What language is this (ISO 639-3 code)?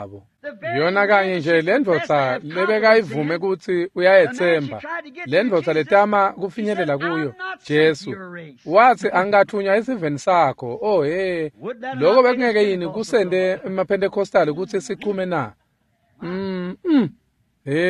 ssw